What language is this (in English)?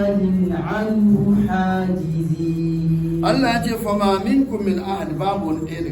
Hausa